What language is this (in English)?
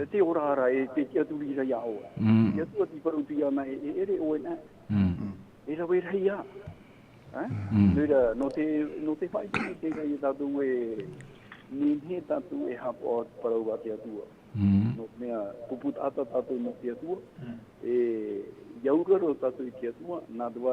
Tahitian